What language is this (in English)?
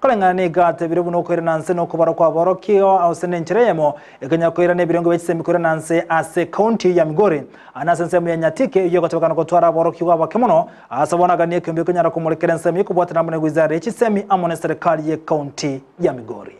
Gusii